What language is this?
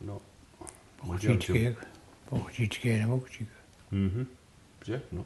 Mi'kmaw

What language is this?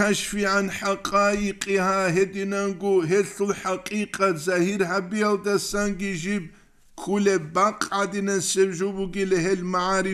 Avaric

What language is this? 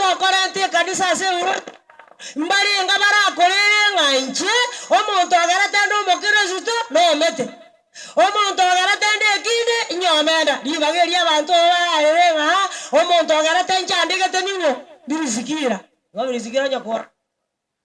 Gusii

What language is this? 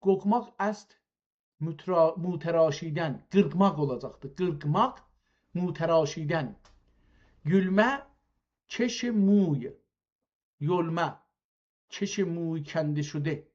South Azerbaijani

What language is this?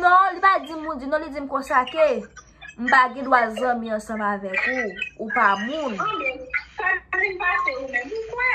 Haitian Creole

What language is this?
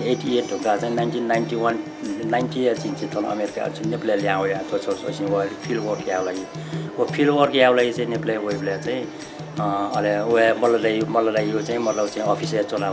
Newari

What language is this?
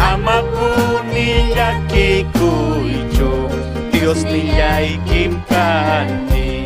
Ayacucho Quechua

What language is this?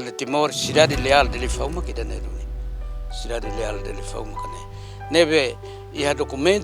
Tetum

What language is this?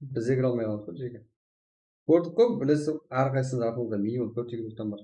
Kara-Kalpak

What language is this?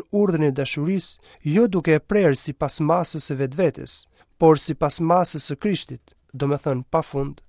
Albanian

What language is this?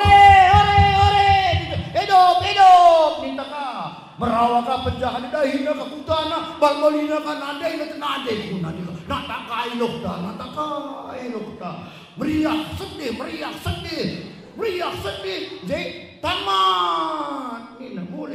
Batak Karo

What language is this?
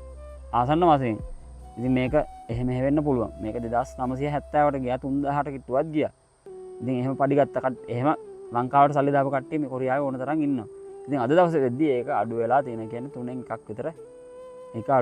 Sinhala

